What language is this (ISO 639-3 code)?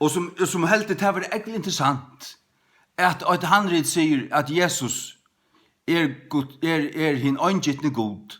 fao